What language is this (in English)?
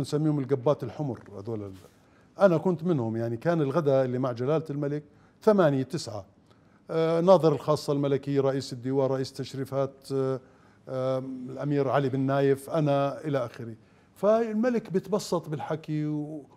Mesopotamian Arabic